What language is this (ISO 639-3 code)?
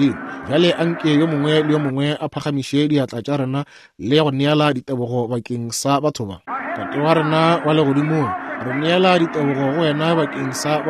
nso